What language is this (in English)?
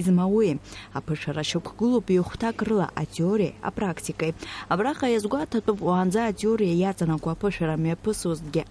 Abkhazian